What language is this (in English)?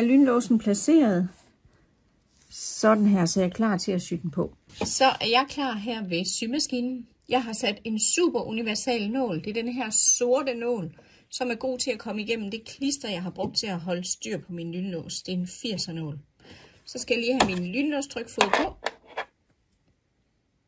Danish